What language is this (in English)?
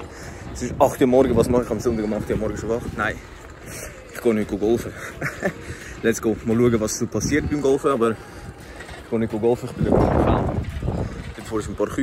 Swiss German